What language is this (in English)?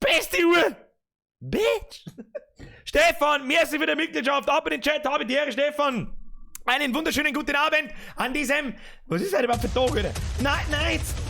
Bavarian